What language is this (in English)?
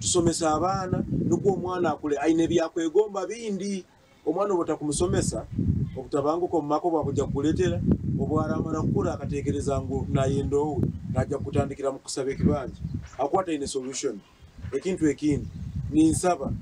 Nyankole